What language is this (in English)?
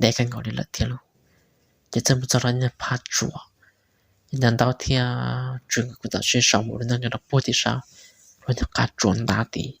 Hmong